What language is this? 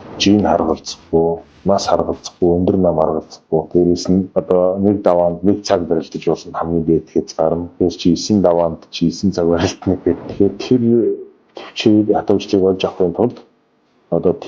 Mongolian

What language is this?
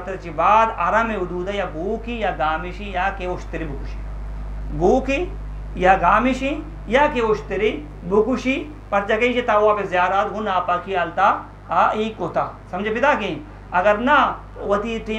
Eastern Balochi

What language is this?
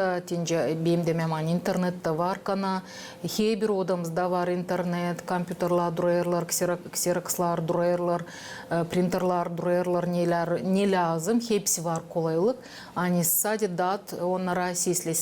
Gagauz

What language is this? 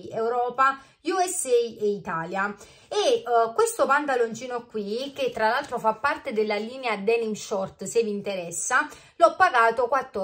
Italian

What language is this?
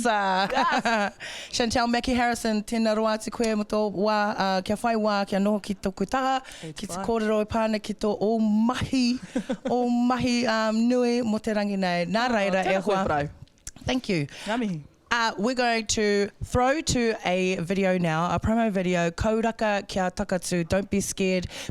Māori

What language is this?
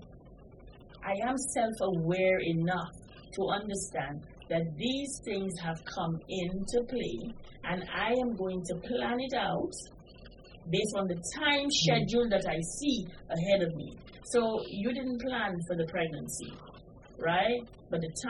English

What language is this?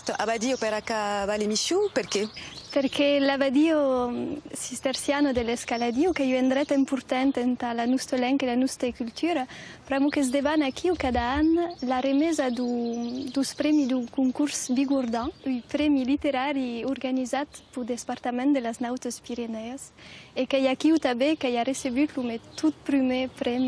Occitan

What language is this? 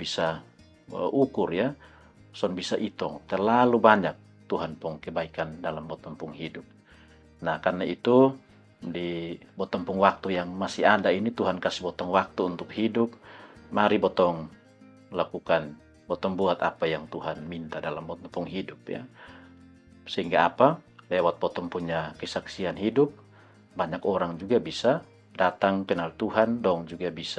Kupang Malay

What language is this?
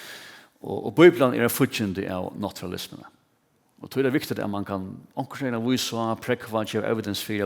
Faroese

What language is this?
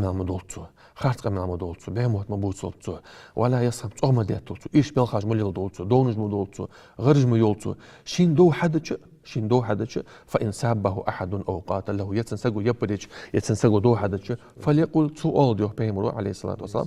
Ingush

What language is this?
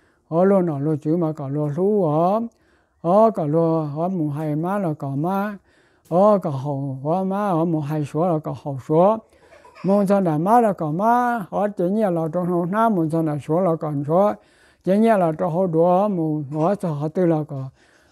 Hmong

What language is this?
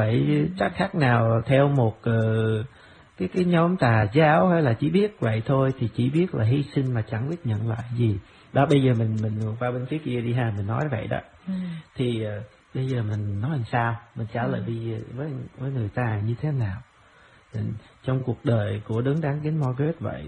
Vietnamese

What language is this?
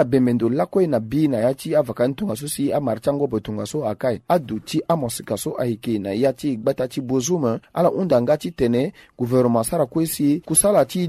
Sango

